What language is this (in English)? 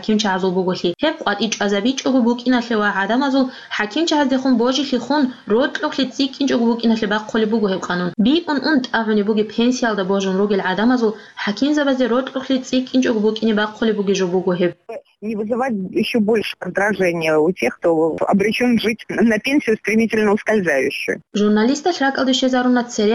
Avaric